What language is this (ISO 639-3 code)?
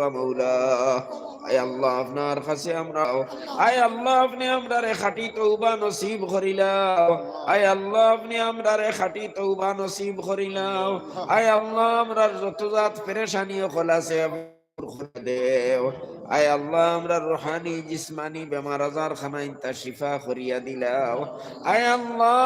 syl